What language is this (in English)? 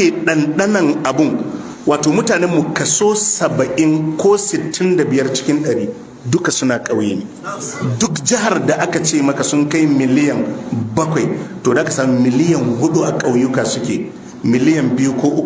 Hausa